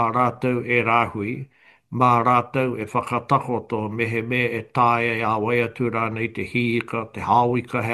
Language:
Māori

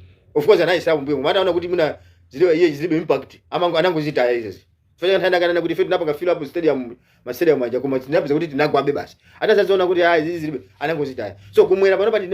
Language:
Nyanja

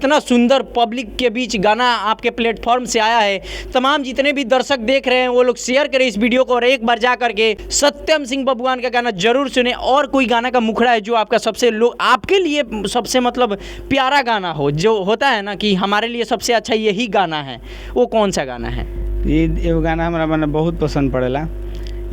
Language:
Bhojpuri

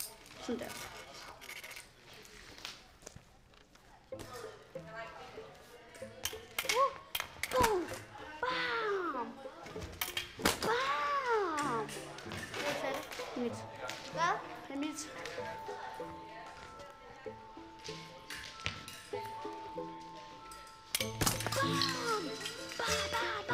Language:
Danish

